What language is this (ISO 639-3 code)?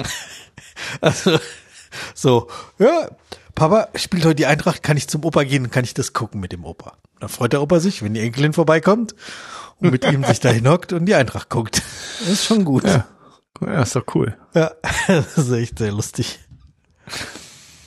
deu